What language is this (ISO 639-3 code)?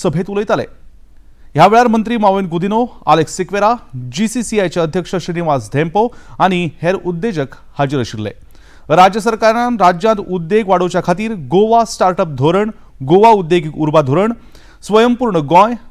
kok